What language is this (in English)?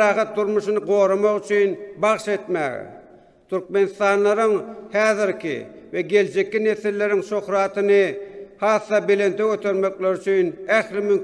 Turkmen